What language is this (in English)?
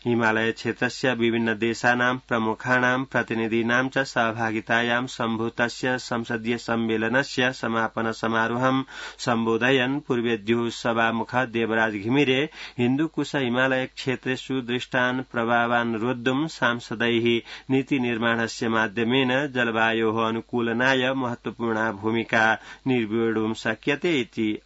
Sanskrit